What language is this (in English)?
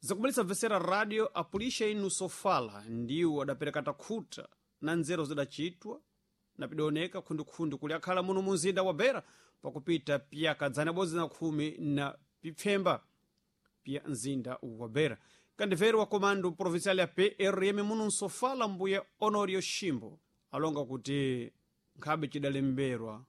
Sena